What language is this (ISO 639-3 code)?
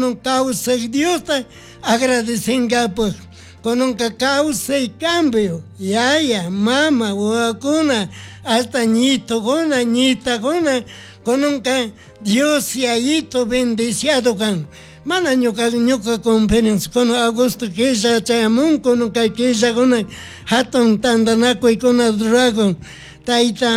qug